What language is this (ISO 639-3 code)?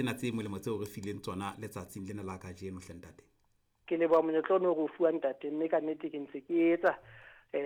sot